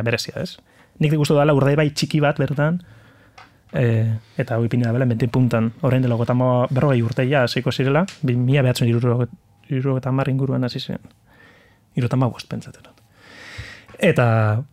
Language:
Basque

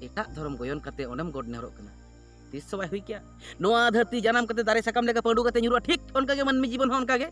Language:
Santali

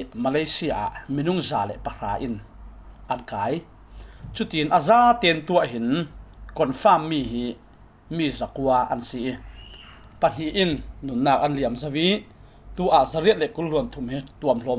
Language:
Falam Chin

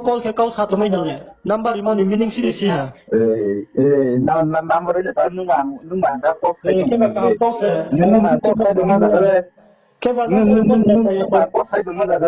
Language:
Riang (India)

